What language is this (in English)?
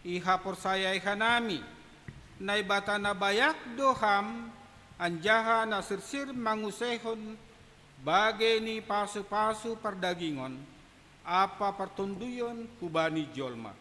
Batak Simalungun